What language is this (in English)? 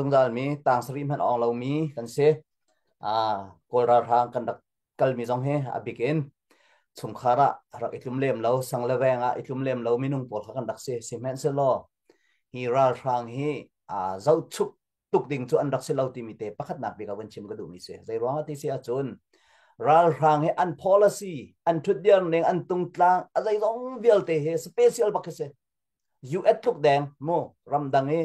Hakha Chin